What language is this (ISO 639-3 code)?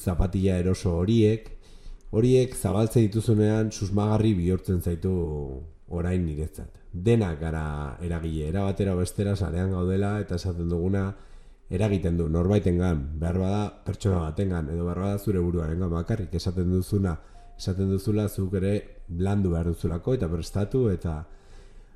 eus